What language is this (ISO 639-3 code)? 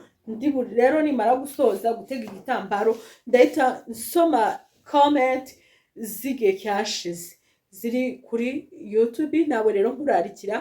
kin